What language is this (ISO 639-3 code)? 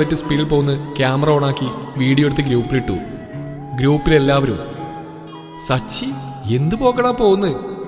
mal